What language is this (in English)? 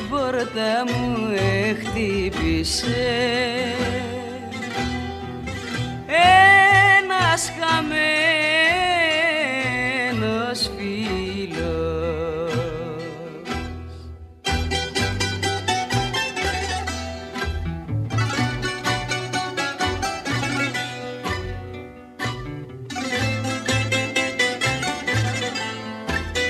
Greek